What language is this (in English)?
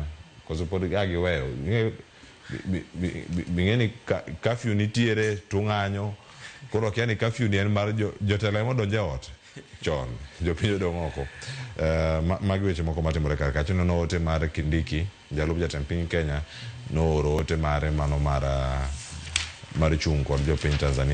Luo (Kenya and Tanzania)